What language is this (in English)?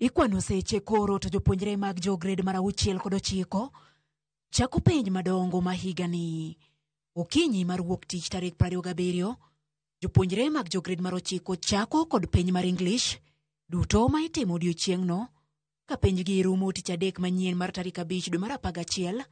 Luo (Kenya and Tanzania)